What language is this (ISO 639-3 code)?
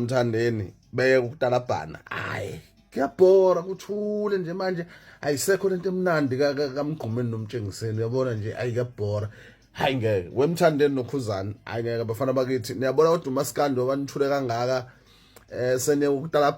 zul